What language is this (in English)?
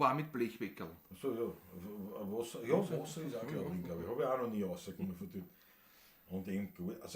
Bavarian